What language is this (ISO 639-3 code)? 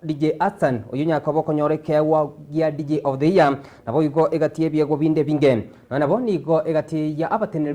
guz